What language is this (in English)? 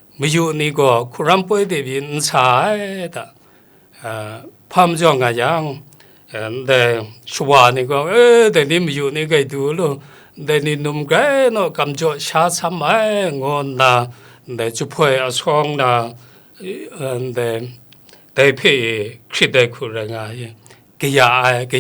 Kachin